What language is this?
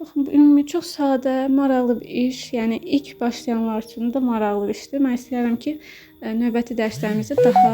Azerbaijani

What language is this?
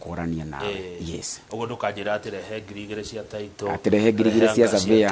Kikuyu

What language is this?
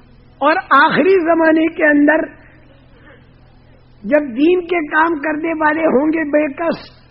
Urdu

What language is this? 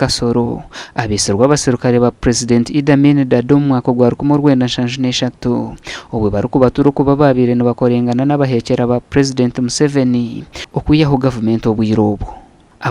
Nyankole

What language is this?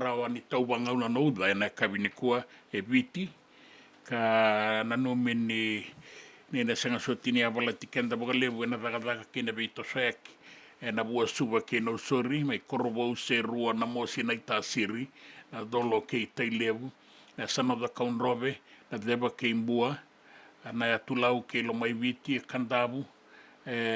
Fijian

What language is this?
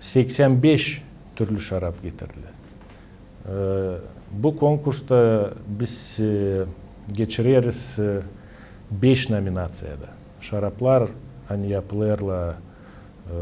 Gagauz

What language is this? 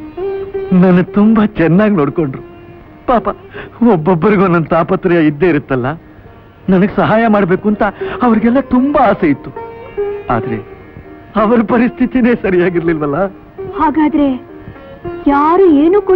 Kannada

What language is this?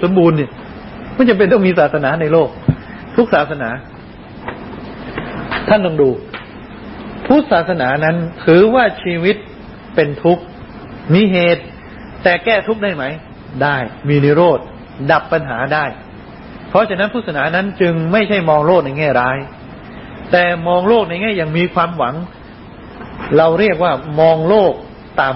Thai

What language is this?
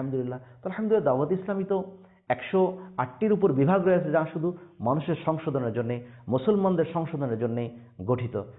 Bangla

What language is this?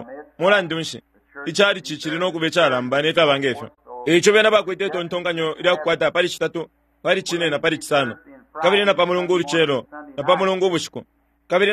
Bemba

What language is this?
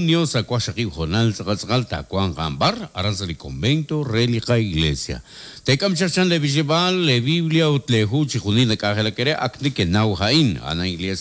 Kekchí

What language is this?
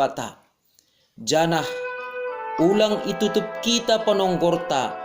Batak Simalungun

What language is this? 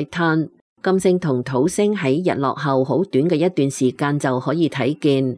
Cantonese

